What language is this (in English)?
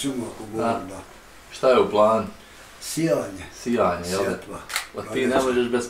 Bosnian